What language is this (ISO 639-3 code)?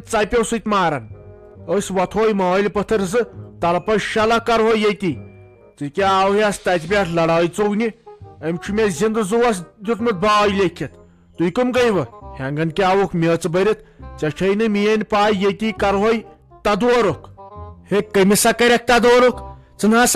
kas